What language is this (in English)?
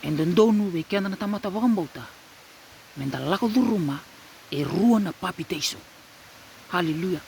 Fijian